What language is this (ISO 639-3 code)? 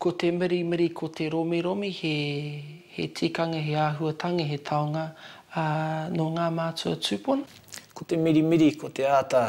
mri